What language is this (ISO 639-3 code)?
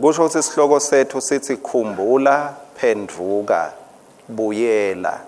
ssw